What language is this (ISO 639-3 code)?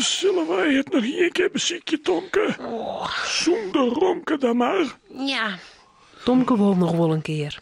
fry